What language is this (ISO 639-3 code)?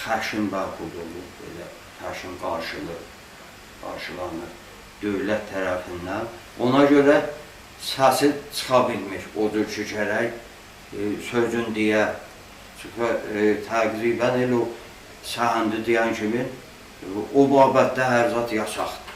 azb